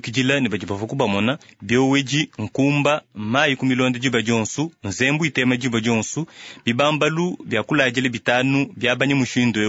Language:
Luba-Lulua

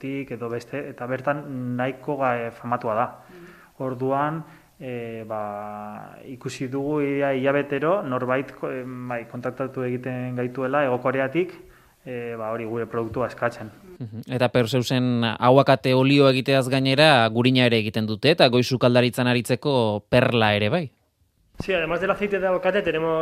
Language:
Basque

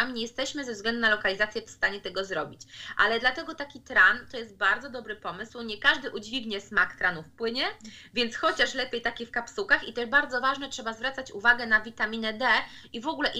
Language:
Polish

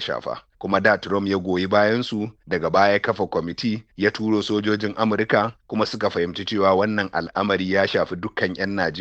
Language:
Hausa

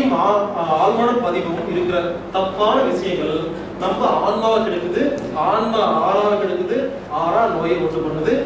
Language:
Tamil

